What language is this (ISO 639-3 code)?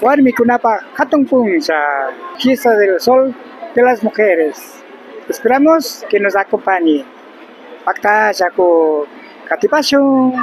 qvi